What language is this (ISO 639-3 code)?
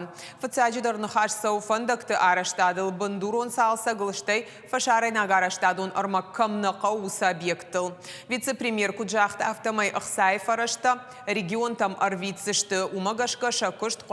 oss